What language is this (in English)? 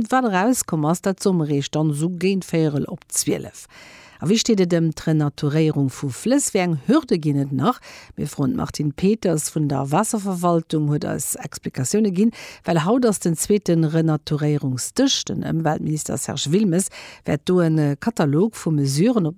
Luxembourgish